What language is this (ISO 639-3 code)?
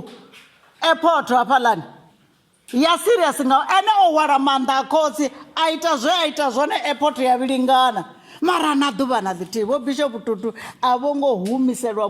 ven